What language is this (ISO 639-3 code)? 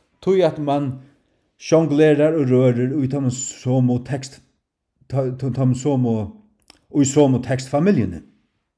fao